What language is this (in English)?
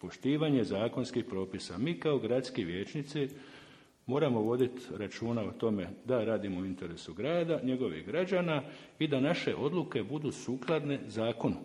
Croatian